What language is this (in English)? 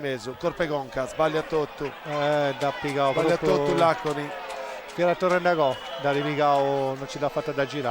Sardinian